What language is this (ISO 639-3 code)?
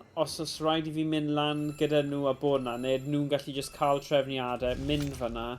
cym